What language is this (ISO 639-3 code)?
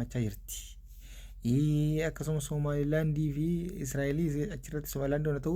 orm